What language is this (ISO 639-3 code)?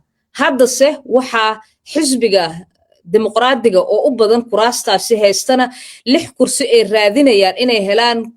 som